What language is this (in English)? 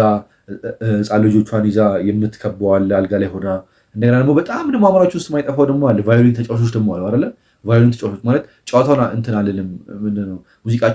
Amharic